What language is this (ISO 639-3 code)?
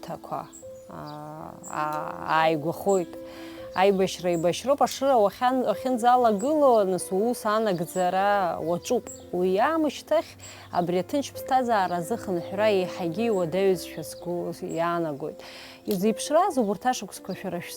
abk